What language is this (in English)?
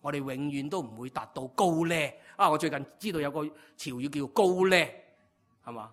Cantonese